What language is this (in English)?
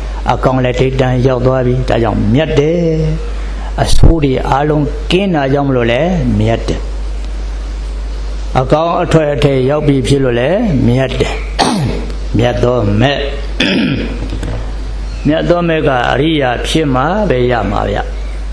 Burmese